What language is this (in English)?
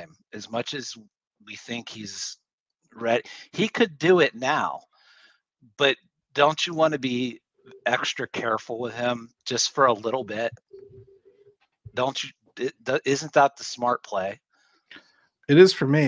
English